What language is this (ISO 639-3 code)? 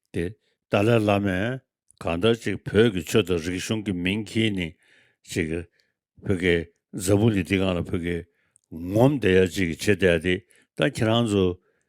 bod